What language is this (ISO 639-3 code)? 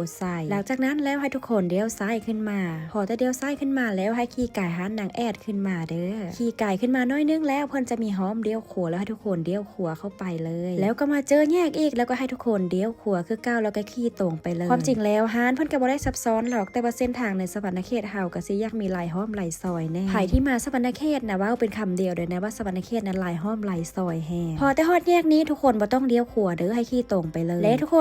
lao